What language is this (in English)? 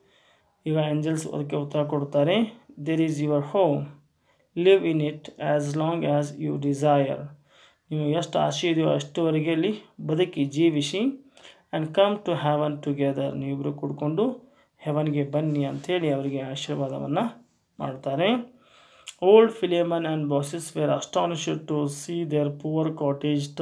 Kannada